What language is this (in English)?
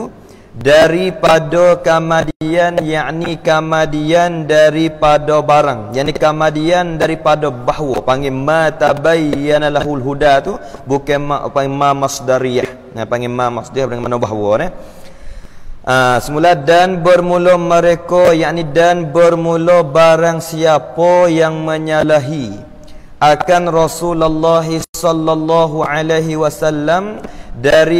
Malay